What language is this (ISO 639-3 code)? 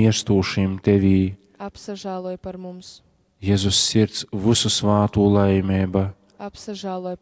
ltg